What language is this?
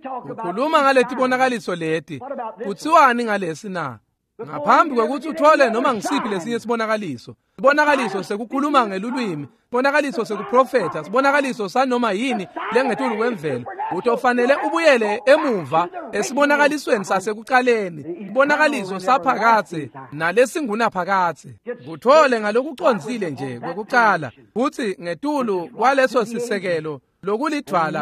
Swati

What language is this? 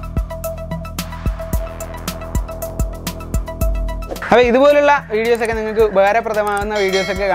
Malayalam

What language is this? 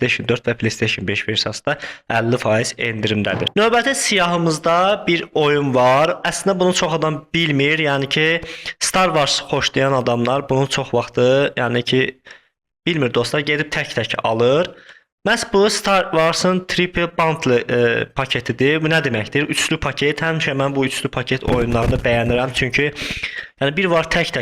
Azerbaijani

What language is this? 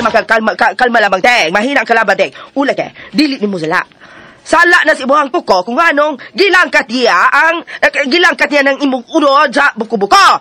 Cebuano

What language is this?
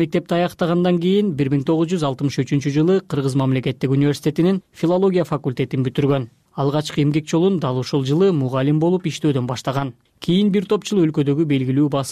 Kyrgyz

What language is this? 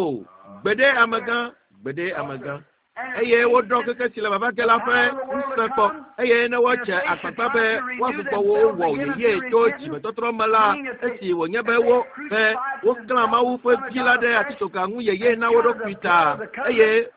Ewe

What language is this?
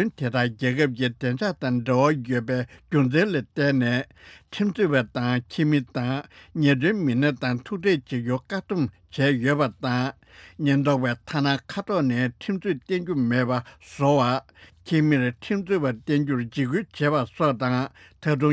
Tibetan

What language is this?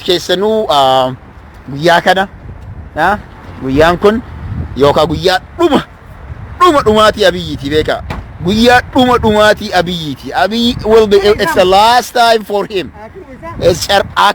Oromo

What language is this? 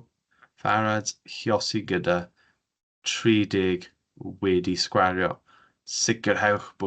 Welsh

